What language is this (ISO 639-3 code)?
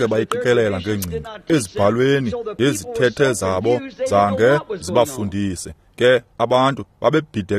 xho